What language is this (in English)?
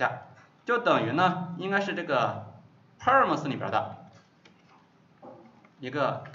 Chinese